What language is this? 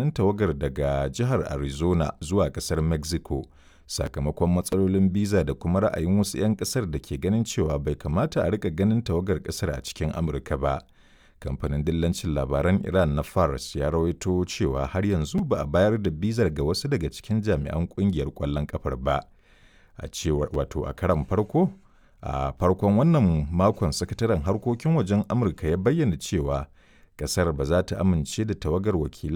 Hausa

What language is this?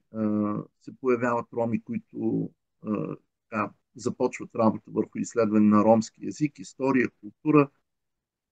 Bulgarian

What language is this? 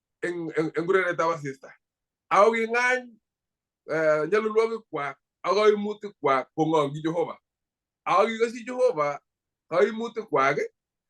Kalenjin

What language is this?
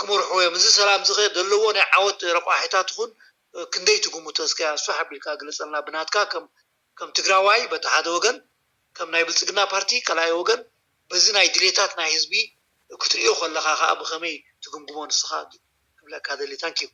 Tigrinya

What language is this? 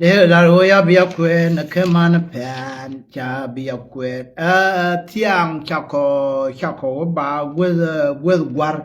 Nuer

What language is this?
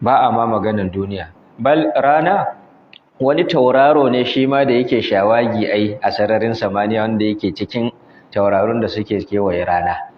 Hausa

